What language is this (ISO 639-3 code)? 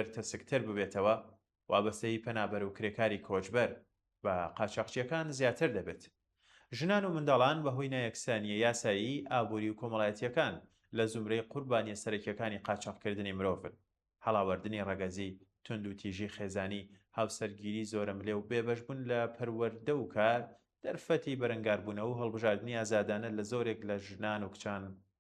ckb